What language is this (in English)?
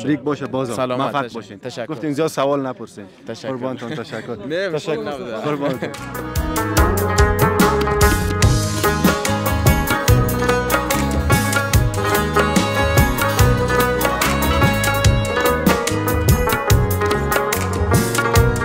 Persian